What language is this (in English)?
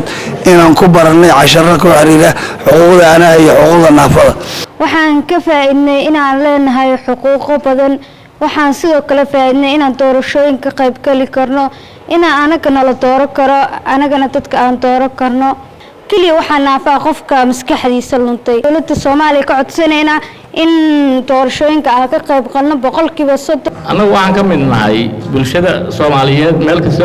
Somali